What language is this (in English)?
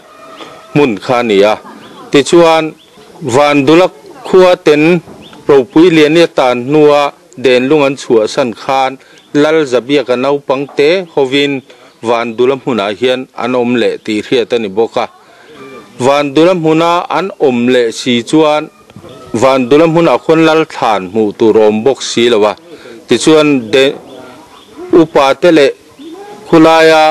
Mizo